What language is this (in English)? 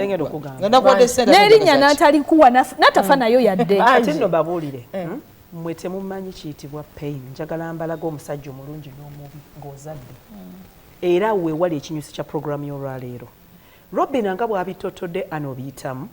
Ganda